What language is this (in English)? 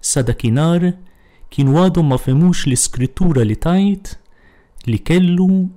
Maltese